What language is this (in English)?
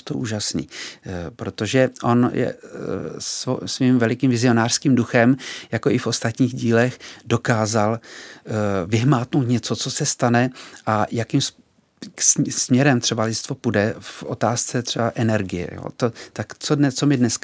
Czech